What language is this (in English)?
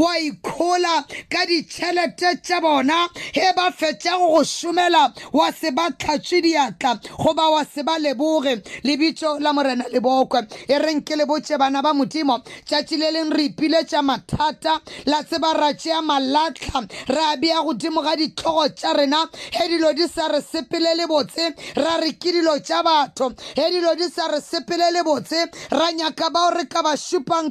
Northern Sotho